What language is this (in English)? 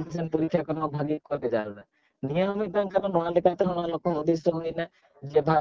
Santali